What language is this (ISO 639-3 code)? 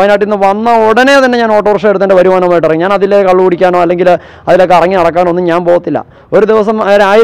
mal